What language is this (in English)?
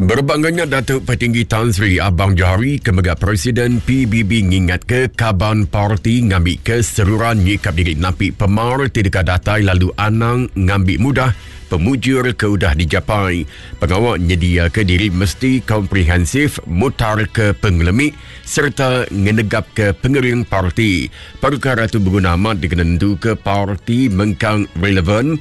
Iban